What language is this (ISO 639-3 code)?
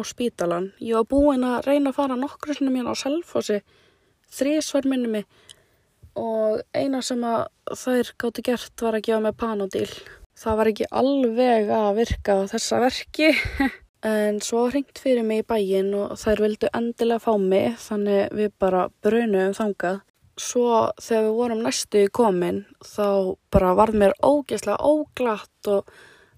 isl